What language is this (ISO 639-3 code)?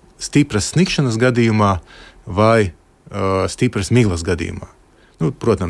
lav